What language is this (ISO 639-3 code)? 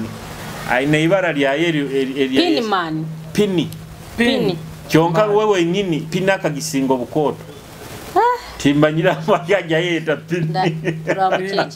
nyo